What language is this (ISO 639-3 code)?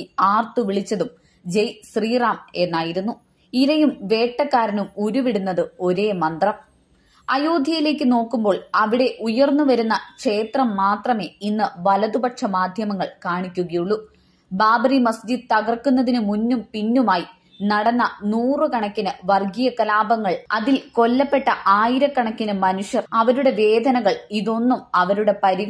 mal